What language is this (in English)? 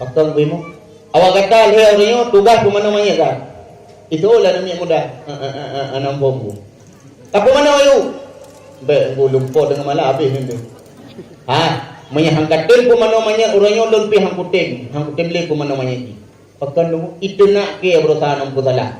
Achinese